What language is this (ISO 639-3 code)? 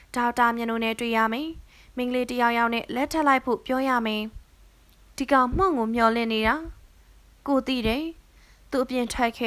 mya